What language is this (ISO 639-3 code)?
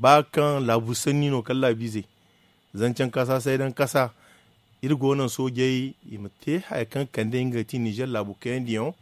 dje